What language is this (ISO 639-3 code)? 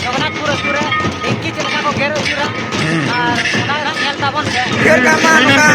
sat